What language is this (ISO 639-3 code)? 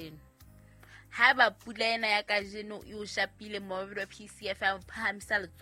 sot